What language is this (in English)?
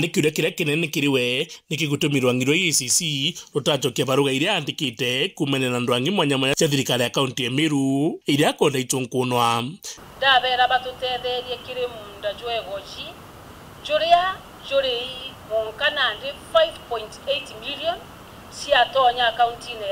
Meru